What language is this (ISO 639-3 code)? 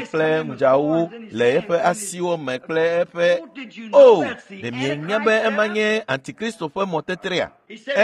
ewe